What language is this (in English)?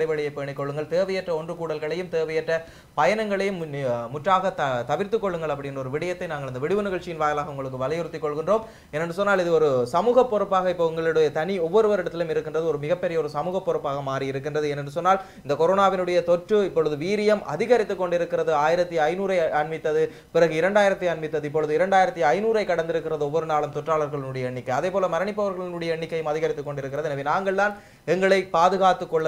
Tamil